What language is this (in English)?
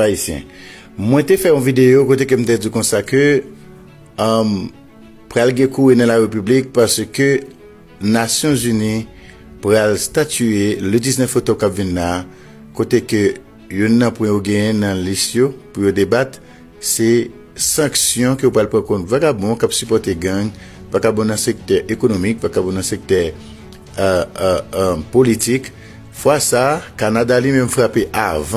Haitian Creole